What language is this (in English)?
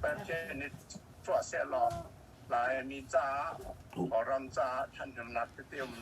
Hakha Chin